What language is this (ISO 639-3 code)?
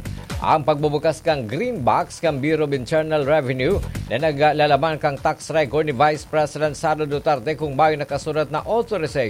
bik